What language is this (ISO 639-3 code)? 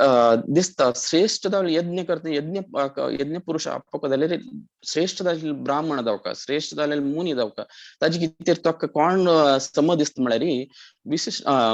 kok